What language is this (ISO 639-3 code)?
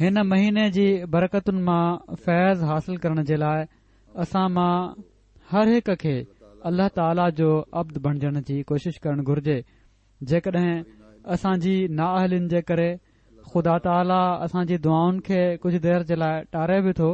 snd